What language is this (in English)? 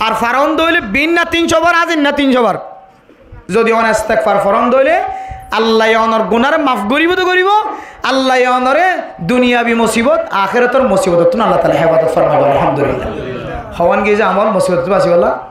Rohingya